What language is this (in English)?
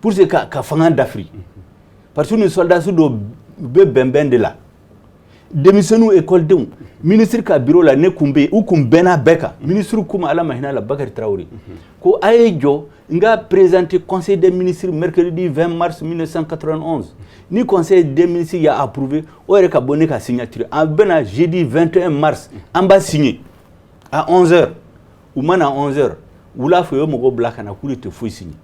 Bambara